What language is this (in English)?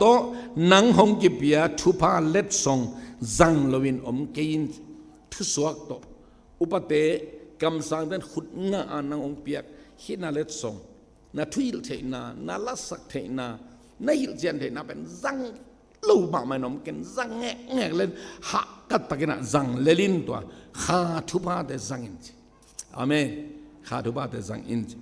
Tedim Chin